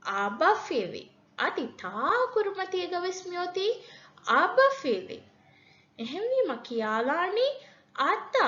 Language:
Divehi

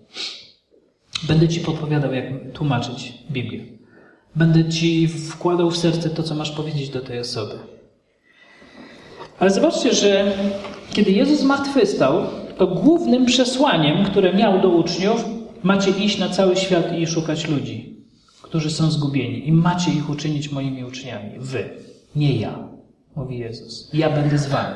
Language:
Polish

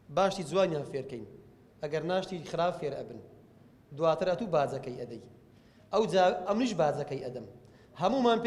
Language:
Central Kurdish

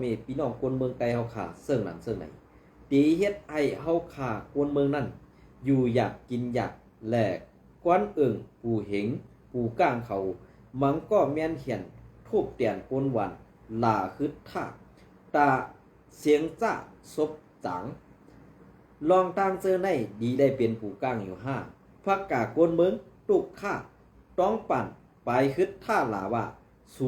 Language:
Shan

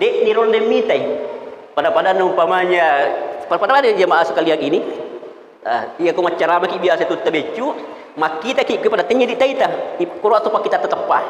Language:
Buginese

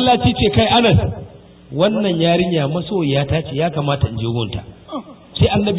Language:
Hausa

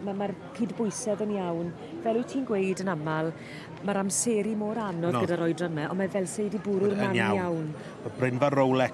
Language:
Welsh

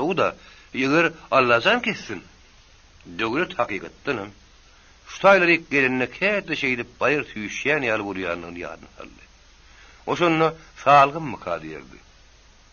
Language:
Turkmen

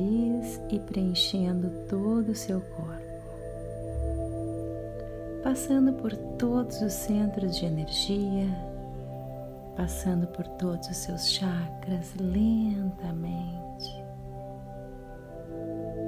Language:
Portuguese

